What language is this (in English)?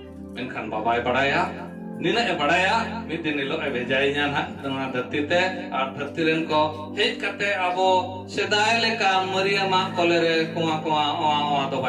Santali